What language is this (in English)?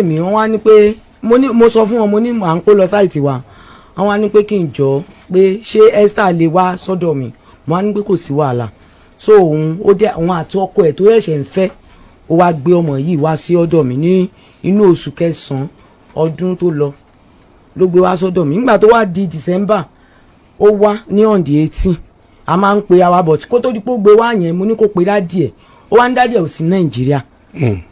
Yoruba